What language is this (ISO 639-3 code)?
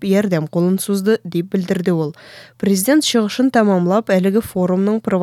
tat